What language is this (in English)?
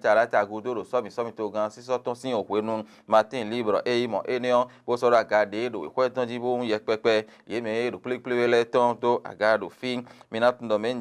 Fon